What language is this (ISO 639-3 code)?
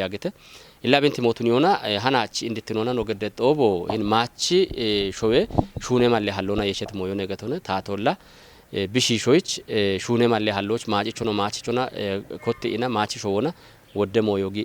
kbr